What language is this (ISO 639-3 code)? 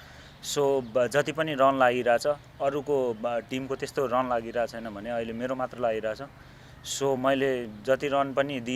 nep